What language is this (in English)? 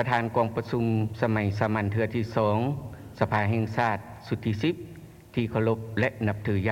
Lao